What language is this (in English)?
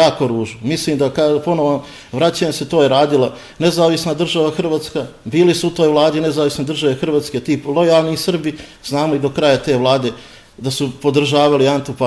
Bosnian